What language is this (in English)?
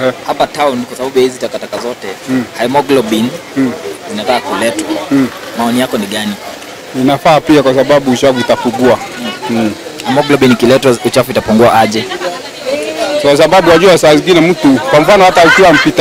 Swahili